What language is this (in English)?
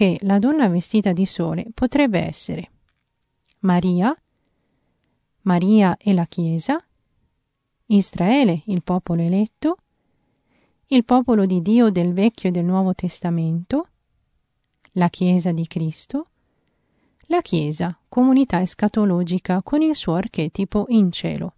Italian